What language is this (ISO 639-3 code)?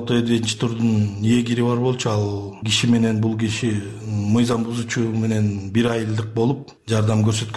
kir